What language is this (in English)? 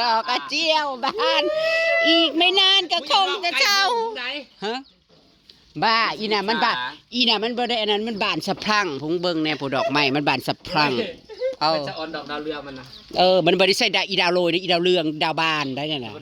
Northeastern Thai